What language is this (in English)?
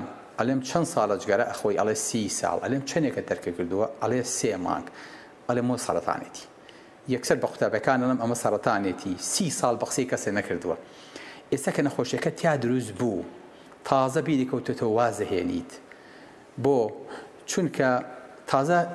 Central Kurdish